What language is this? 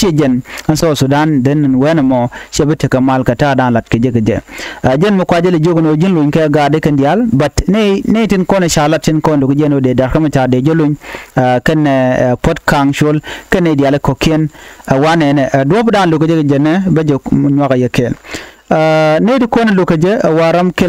Nuer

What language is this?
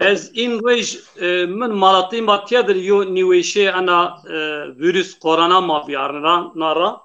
Zaza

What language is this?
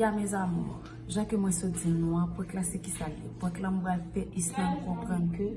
Haitian Creole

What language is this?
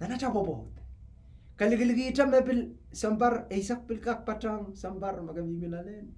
Pohnpeian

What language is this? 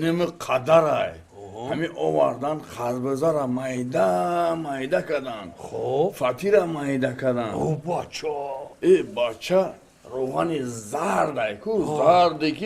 Tajik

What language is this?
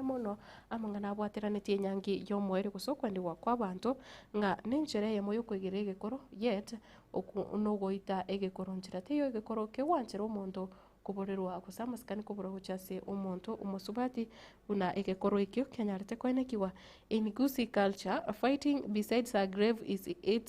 Gusii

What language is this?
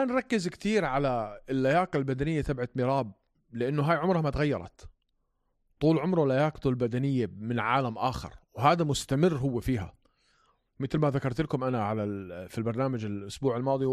North Levantine Arabic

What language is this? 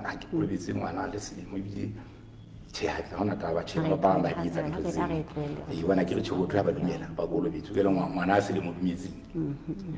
Southern Sotho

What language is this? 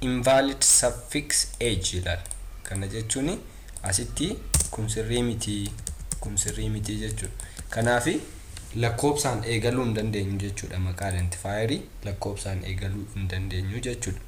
Oromo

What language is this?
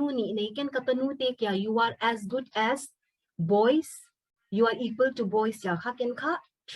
Paite Chin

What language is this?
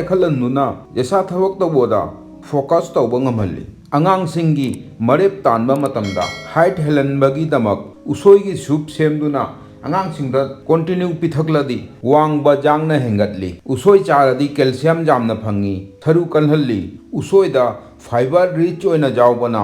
Manipuri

